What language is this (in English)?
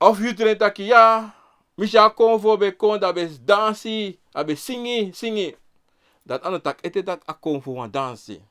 Sranan Tongo